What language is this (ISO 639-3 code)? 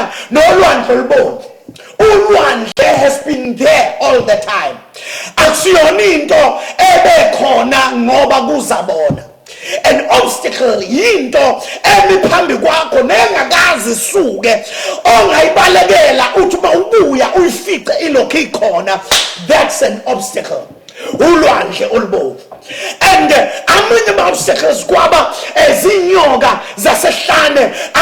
zul